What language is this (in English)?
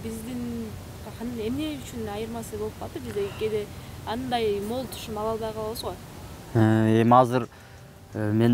Kyrgyz